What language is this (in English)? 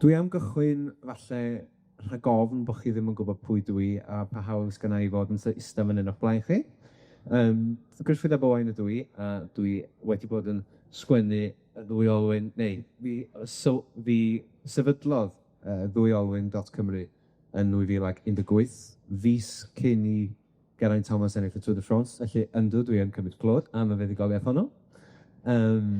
Welsh